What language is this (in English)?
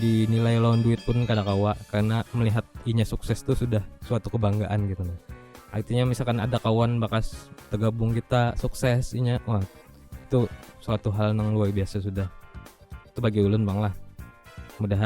Banjar